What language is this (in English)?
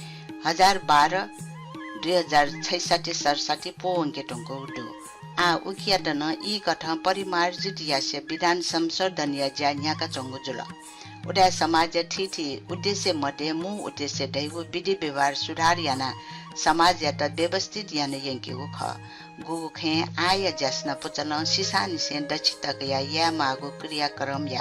Newari